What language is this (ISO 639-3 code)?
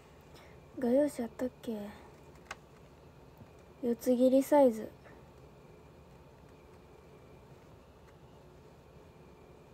jpn